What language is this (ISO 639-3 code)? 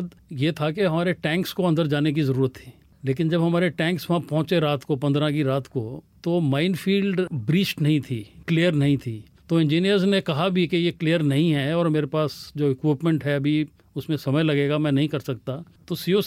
hin